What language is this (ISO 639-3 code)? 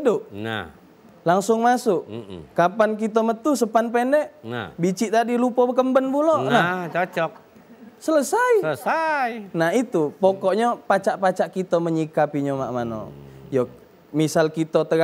mui